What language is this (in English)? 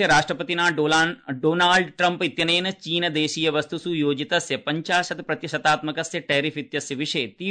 Sanskrit